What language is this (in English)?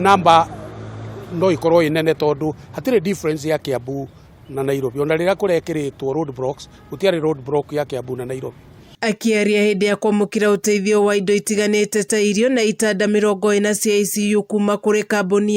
Kikuyu